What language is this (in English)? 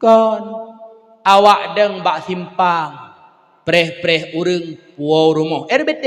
Achinese